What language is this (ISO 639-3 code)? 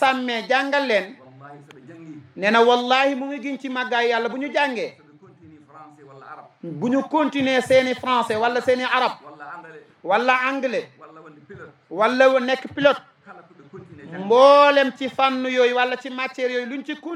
ful